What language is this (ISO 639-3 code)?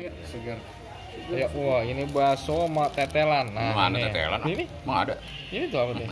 bew